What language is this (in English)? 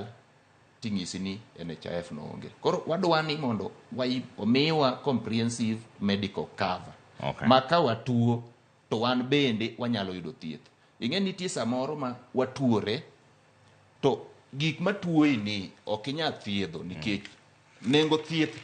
Luo (Kenya and Tanzania)